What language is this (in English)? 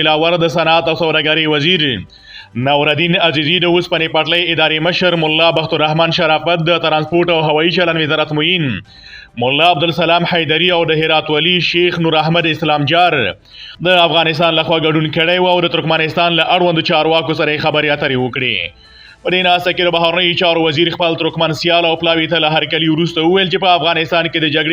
Pashto